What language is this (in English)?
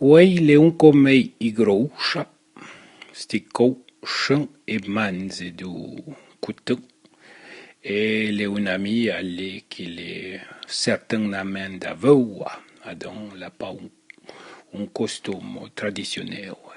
Arpitan